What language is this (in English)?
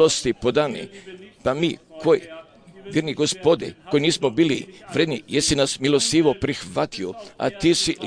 Croatian